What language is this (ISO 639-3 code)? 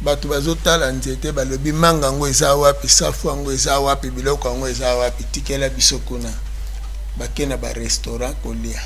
lin